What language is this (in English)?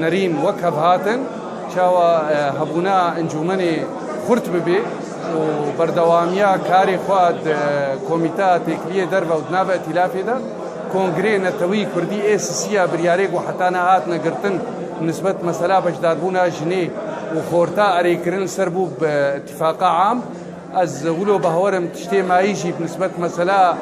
Kurdish